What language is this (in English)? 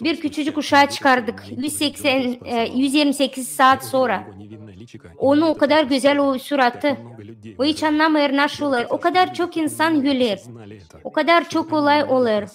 Gagauz